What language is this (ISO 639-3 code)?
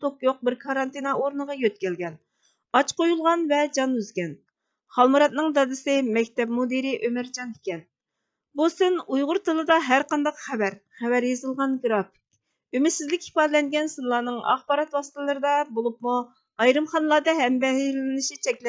uig